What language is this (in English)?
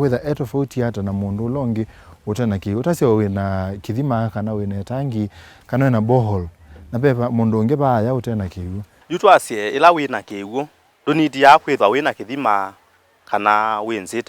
Kamba